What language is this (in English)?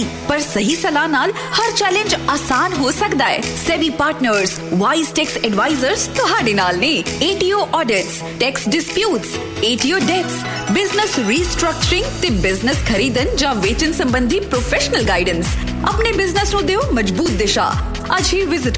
Punjabi